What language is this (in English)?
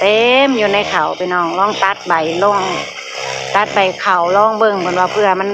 Northeastern Thai